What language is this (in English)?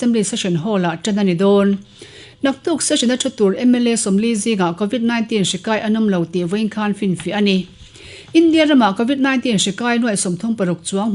Mizo